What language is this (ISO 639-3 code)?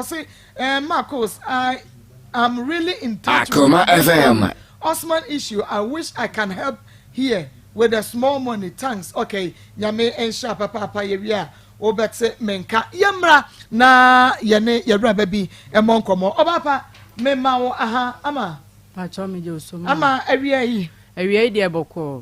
aka